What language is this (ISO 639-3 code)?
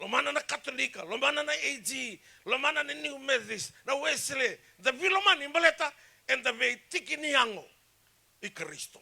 fij